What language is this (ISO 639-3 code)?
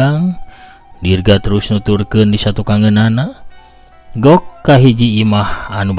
sun